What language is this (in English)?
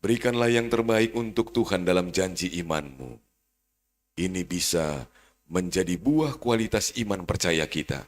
Batak Simalungun